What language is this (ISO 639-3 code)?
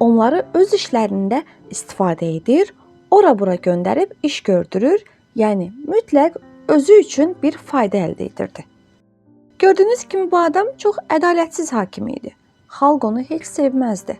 aze